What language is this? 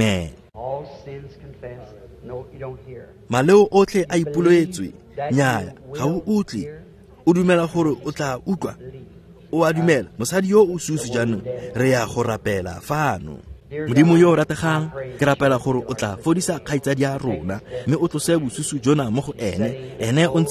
Tswana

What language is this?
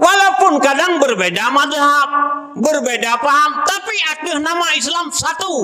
Achinese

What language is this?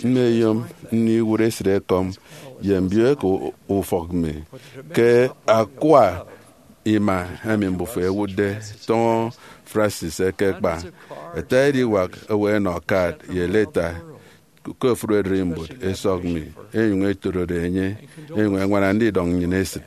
Efik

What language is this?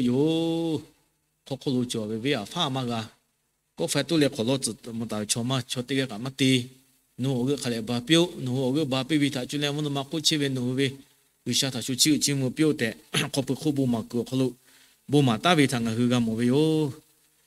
Lahu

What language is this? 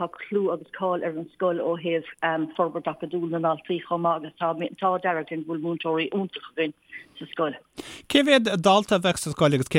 Irish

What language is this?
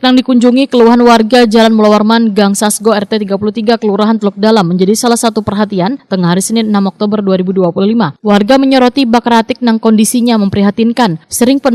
Banjar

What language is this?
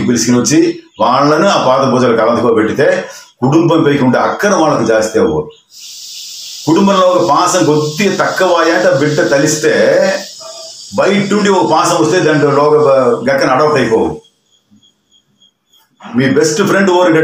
Telugu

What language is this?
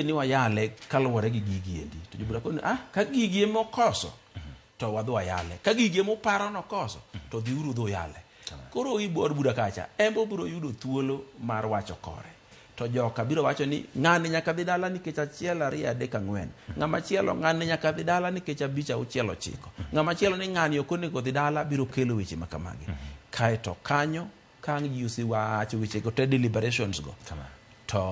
Luo (Kenya and Tanzania)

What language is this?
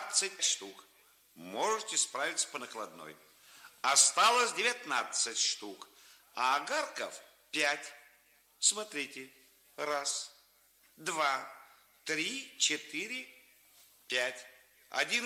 Russian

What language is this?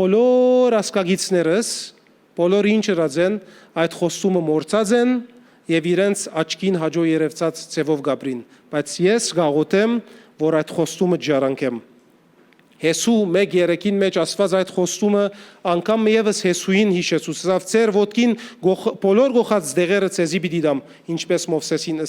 Western Armenian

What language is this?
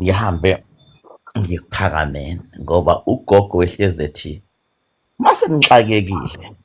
Zulu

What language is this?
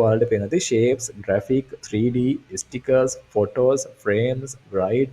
Sinhala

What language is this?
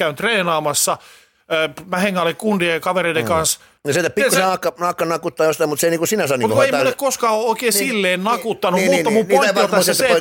Finnish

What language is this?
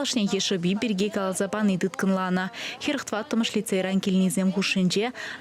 Chuvash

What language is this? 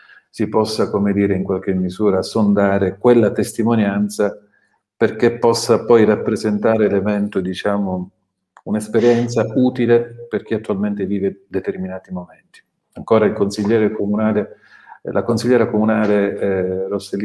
Italian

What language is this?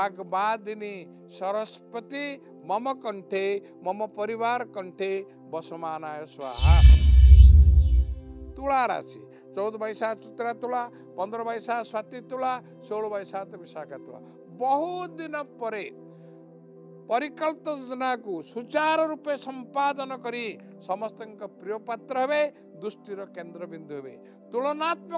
Odia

